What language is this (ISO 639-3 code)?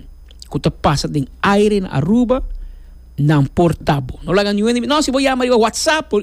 pap